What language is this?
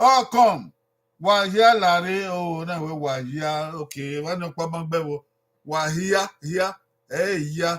Bini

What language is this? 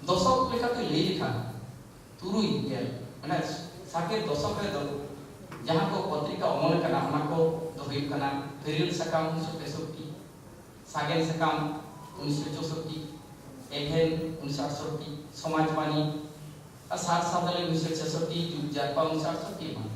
Santali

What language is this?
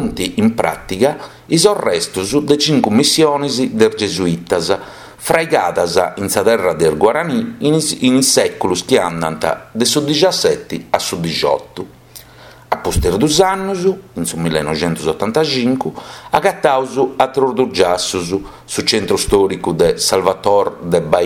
Sardinian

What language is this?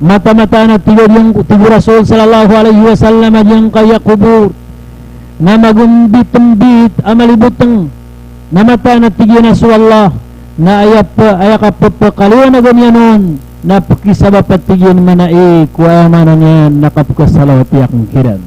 Maranao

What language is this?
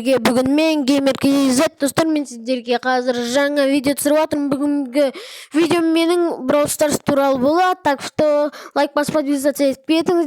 Kazakh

